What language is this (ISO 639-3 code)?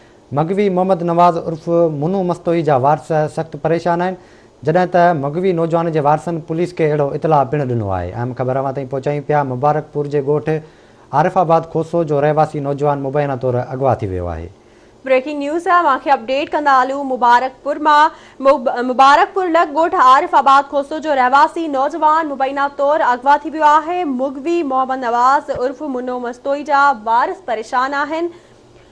snd